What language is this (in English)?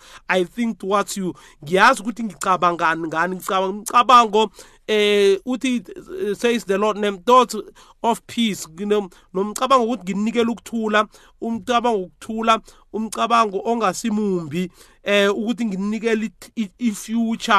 South Ndebele